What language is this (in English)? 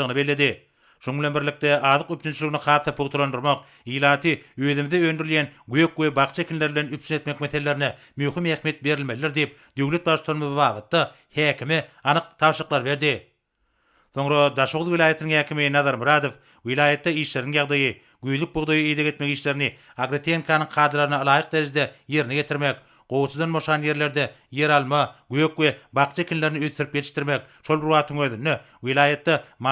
Turkmen